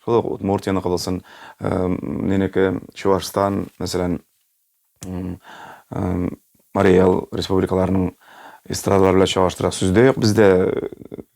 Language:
Tatar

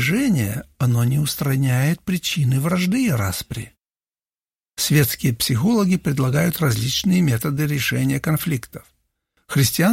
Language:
Russian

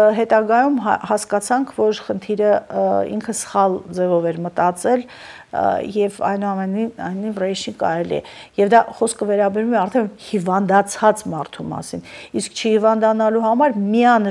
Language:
Armenian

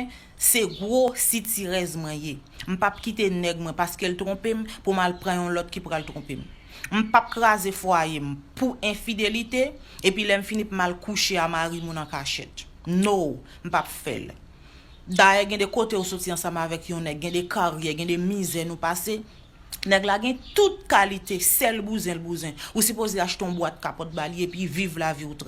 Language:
Haitian Creole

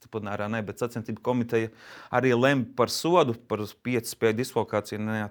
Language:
Latvian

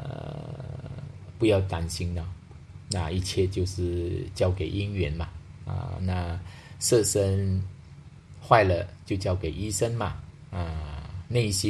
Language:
Chinese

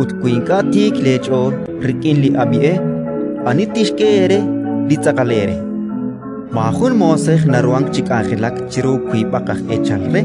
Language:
Kekchí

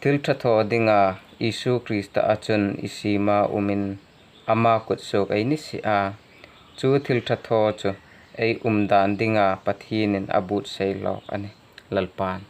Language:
Hmar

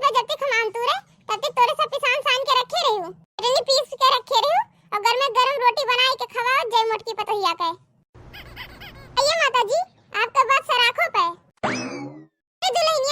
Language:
Awadhi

